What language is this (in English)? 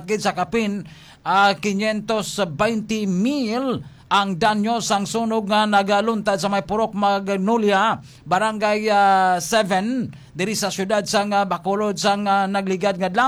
Hiligaynon